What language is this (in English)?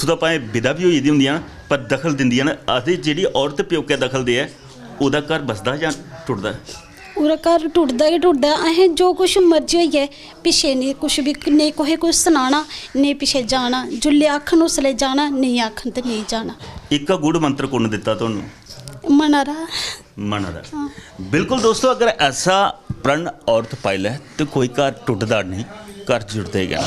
Dogri